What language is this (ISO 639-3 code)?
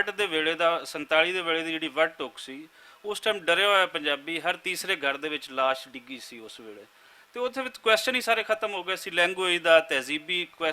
lah